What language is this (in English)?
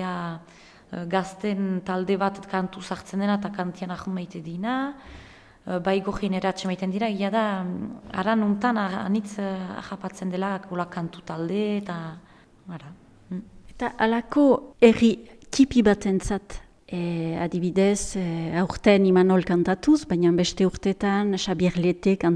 Basque